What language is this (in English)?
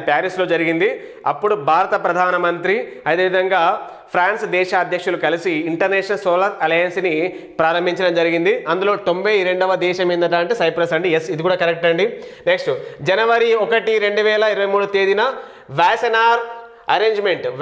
Telugu